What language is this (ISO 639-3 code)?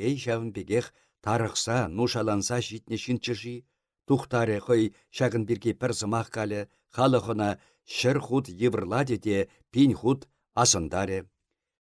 chv